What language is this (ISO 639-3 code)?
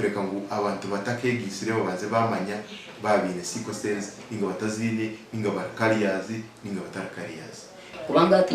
nyn